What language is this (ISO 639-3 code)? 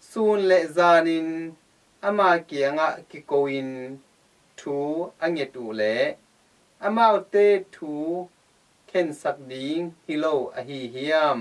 ctd